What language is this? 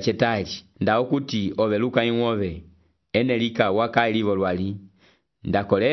Umbundu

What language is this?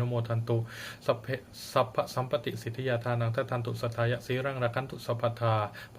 Pali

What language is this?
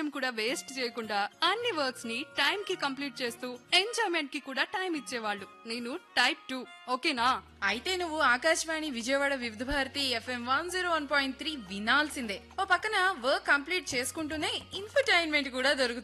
Telugu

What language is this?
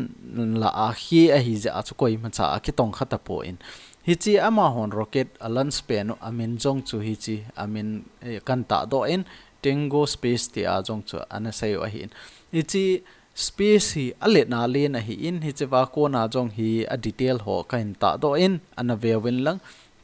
Thado Chin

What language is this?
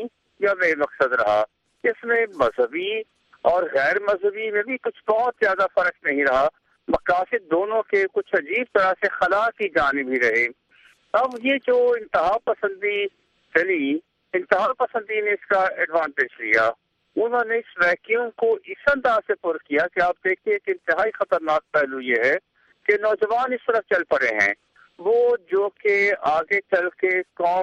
Urdu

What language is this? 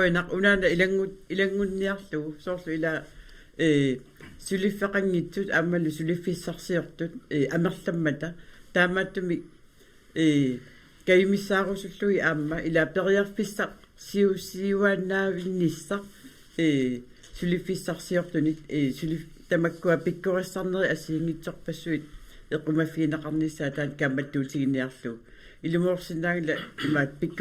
Kalaallisut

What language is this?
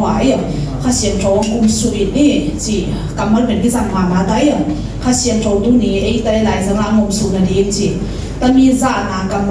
Tedim Chin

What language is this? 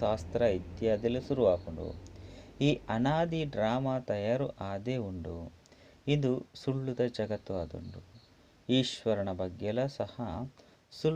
Tulu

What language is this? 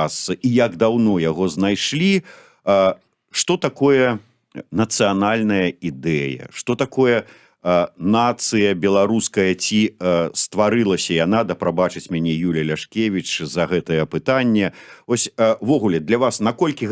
Belarusian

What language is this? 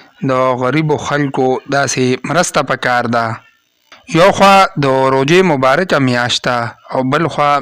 Pashto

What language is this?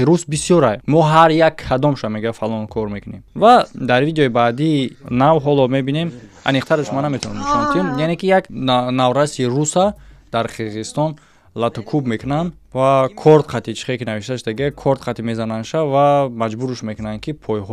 Tajik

